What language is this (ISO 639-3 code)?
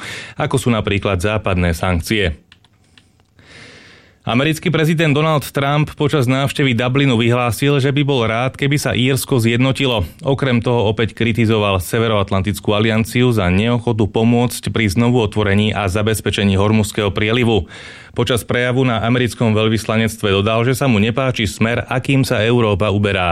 slk